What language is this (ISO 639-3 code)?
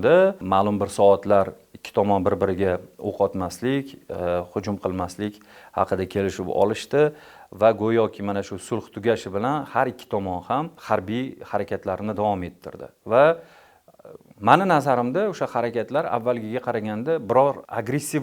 uzb